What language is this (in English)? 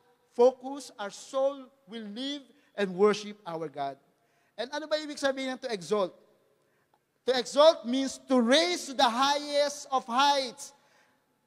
Filipino